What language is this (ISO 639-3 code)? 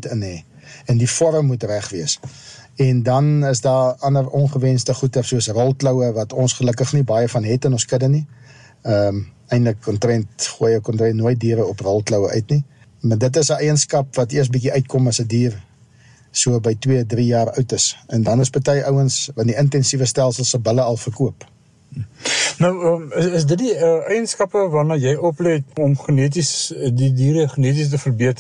afr